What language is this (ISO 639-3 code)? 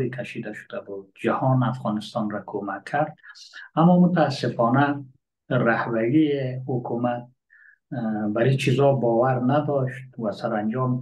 fas